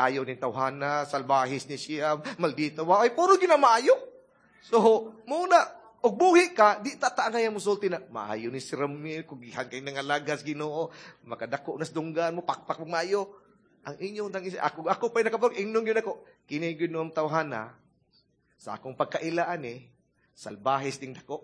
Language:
Cebuano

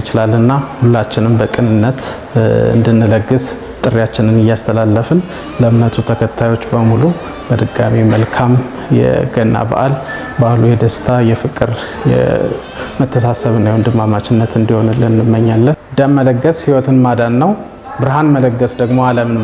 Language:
Amharic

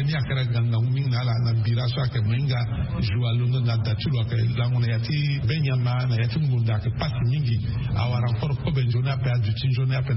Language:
Sango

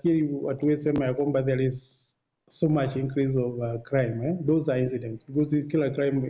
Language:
Meru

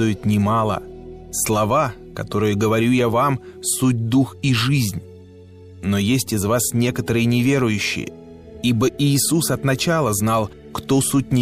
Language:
Russian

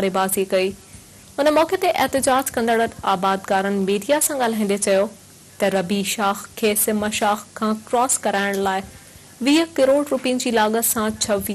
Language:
Sindhi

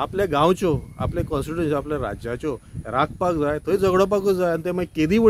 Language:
Konkani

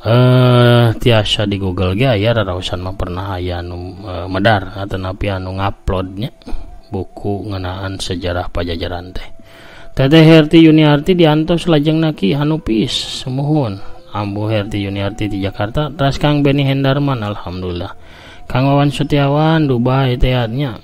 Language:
Sundanese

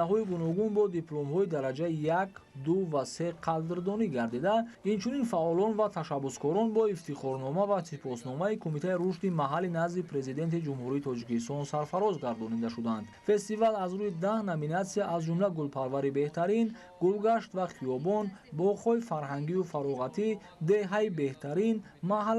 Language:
Tajik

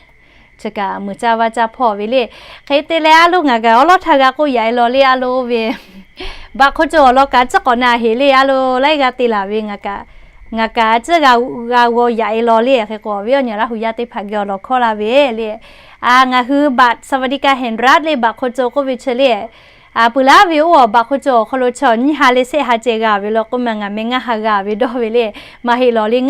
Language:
Lahu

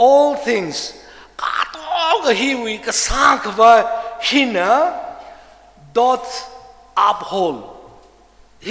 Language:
Tangkhul Naga (India)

